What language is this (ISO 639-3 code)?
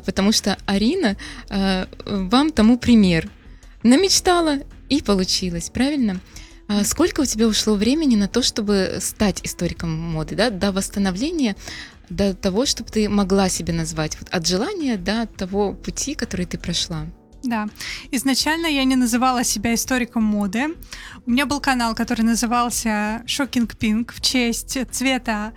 rus